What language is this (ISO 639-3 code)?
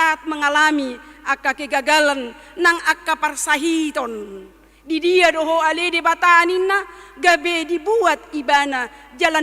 bbc